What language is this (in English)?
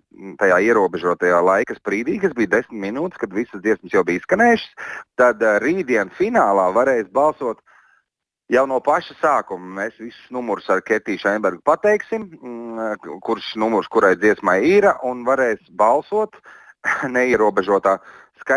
Latvian